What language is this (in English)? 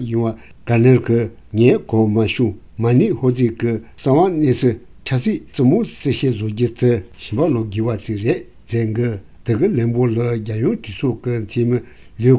Tibetan